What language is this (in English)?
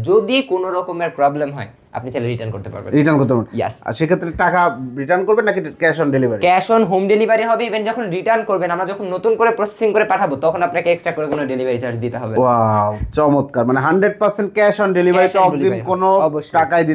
Bangla